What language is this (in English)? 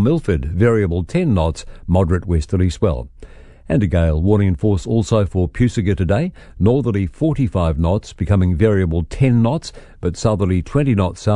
English